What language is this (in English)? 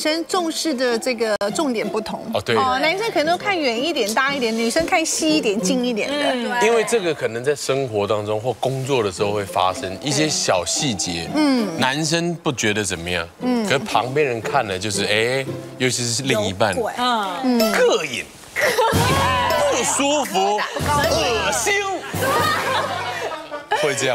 Chinese